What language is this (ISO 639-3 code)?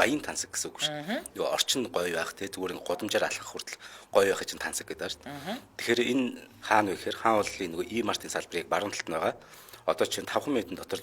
mon